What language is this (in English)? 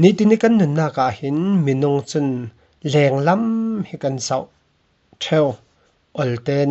Falam Chin